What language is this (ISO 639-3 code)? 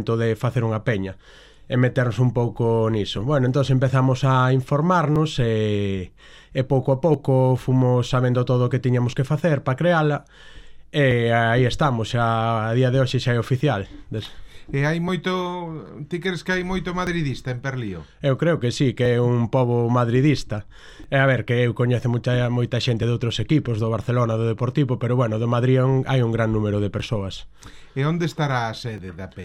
glg